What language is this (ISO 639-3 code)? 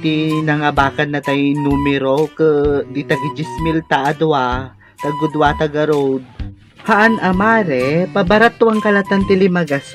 ilo